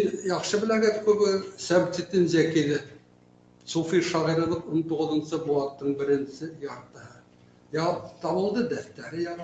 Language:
Bashkir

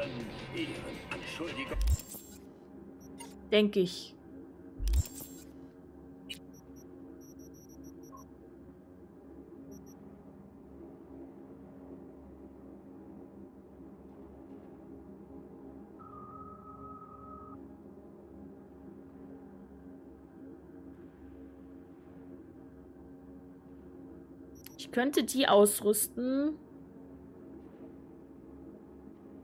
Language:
German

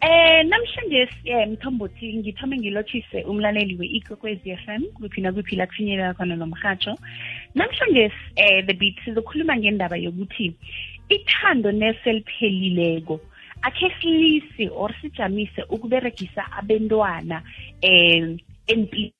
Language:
South Ndebele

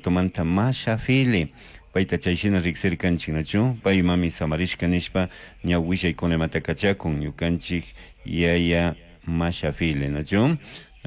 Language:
Chimborazo Highland Quichua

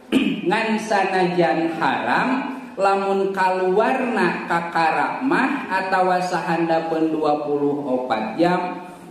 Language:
Sundanese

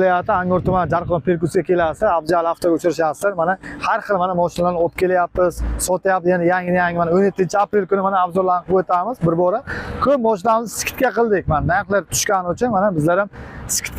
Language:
Uzbek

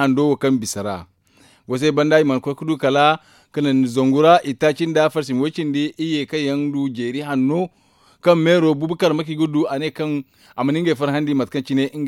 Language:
Zarma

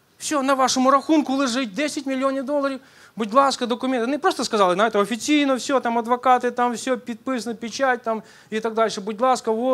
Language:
Ukrainian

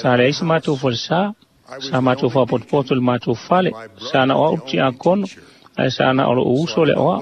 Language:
Samoan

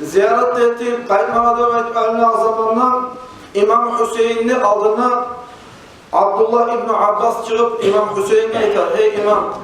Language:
Kumyk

